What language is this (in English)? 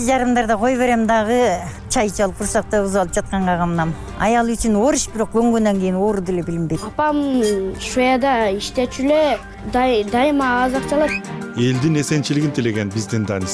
Kyrgyz